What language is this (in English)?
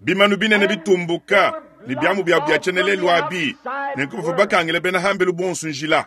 Luba-Lulua